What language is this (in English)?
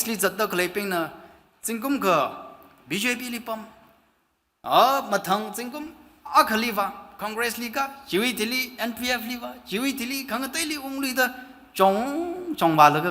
Tangkhul Naga (India)